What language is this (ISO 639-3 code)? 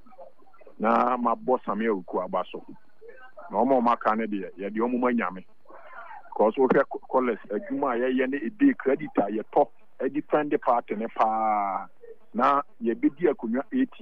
aka